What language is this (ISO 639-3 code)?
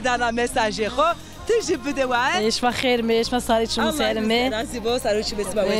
zza